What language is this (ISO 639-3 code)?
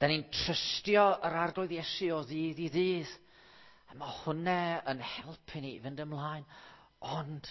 cym